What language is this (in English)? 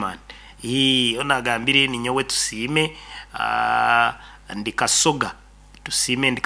Nyoro